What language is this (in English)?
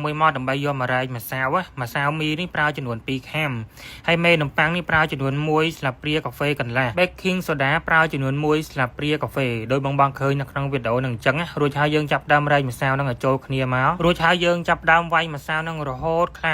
Khmer